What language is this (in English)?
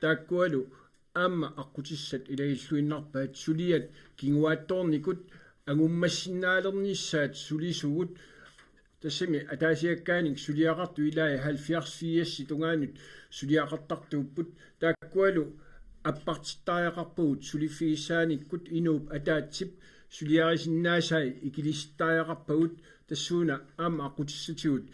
Kalaallisut